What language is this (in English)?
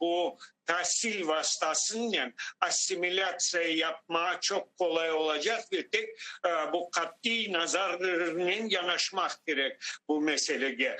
Crimean Tatar